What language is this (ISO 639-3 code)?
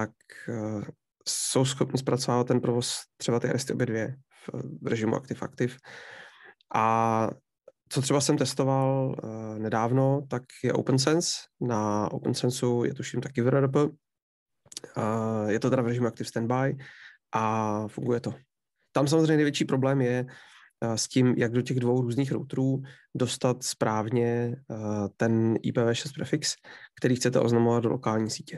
ces